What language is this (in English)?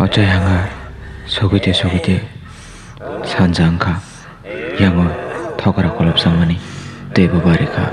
Kok Borok